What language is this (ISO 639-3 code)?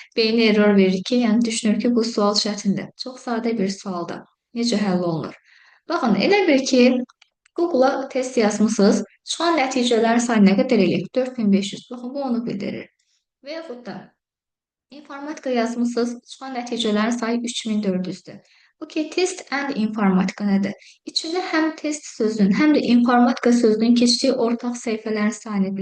aze